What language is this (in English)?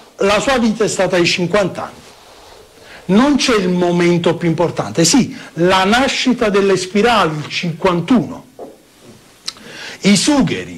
Italian